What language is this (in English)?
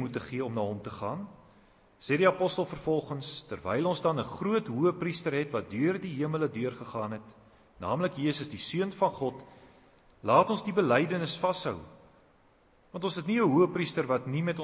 Afrikaans